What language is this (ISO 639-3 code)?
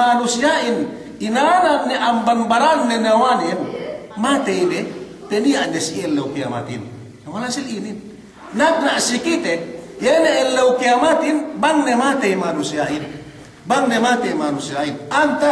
yka